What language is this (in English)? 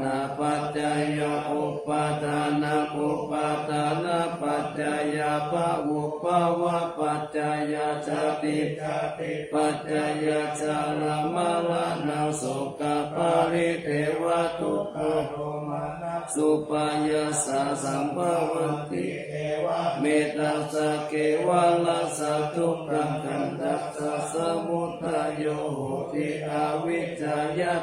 Pali